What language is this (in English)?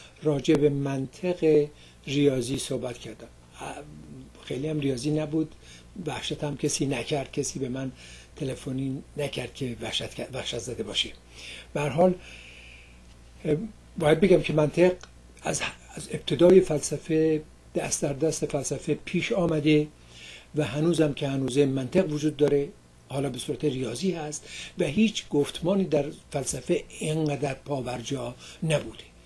Persian